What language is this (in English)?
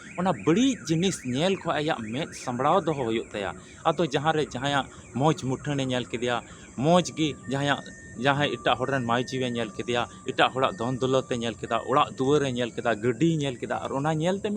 Santali